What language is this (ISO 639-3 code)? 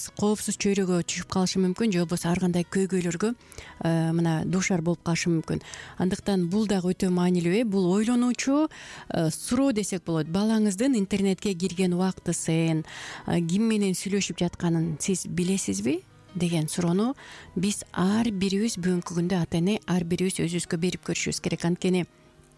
kir